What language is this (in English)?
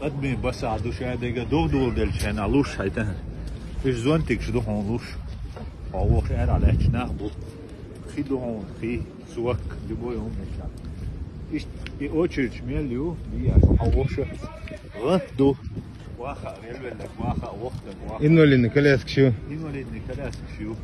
Chechen